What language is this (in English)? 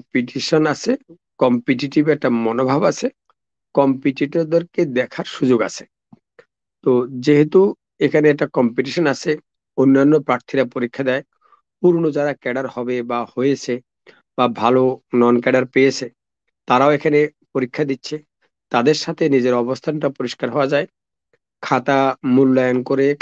Bangla